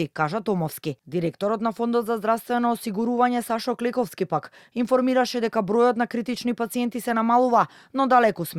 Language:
Macedonian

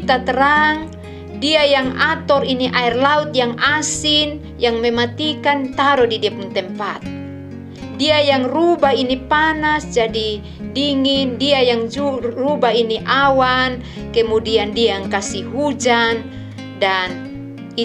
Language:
Kupang Malay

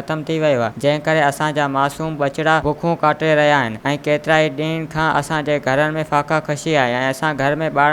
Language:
Sindhi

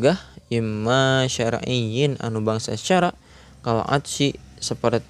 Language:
Sundanese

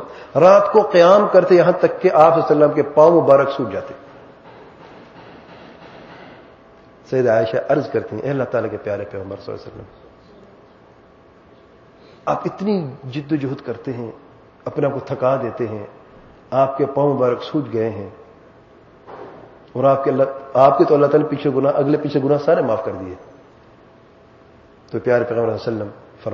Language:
Urdu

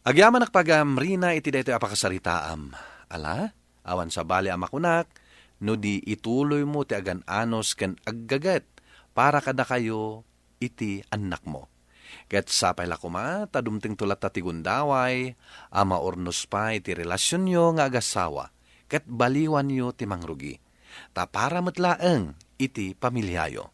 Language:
Iloko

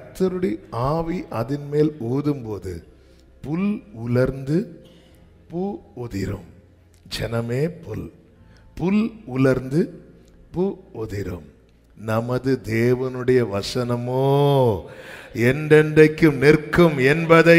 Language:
Tamil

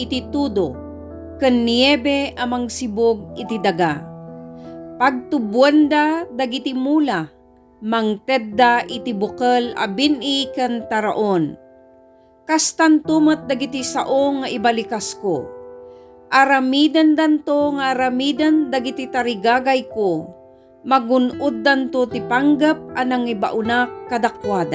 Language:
Iloko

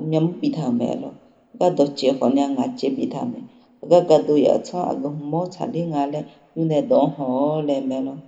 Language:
Akha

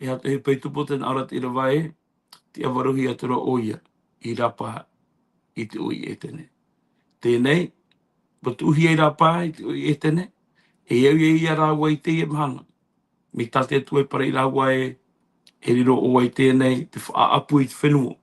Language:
Tahitian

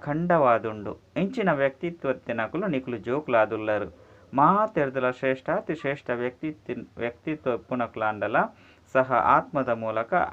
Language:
Tulu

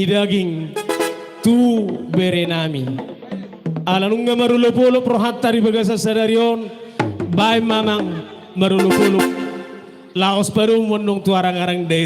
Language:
Batak Toba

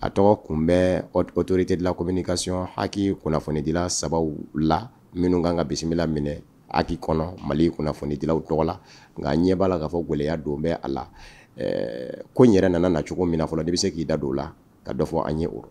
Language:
Bambara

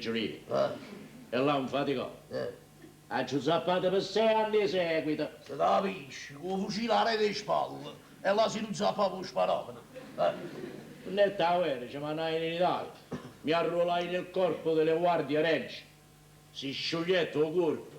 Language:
Neapolitan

